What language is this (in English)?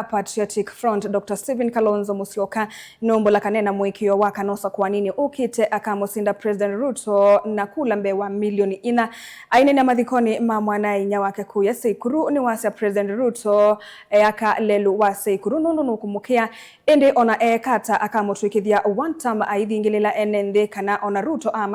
Kamba